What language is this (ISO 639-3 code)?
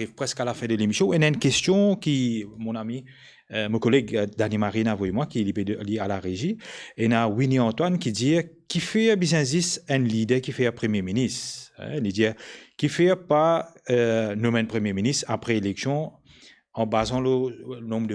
mfe